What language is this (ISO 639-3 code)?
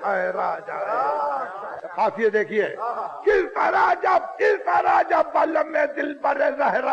urd